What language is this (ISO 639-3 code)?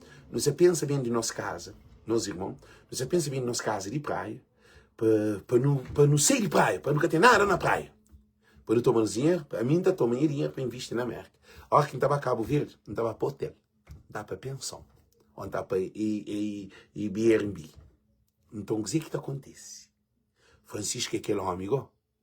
kea